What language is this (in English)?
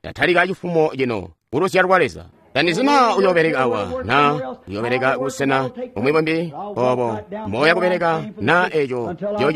Tonga (Zambia)